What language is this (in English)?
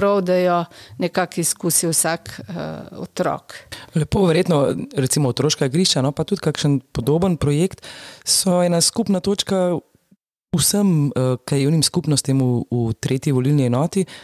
Slovenian